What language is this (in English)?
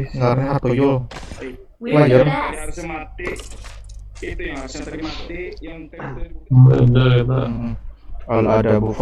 Banjar